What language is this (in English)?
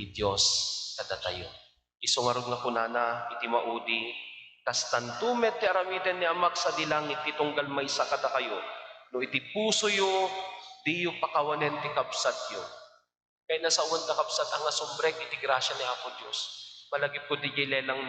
Iloko